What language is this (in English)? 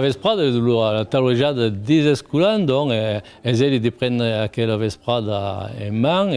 Occitan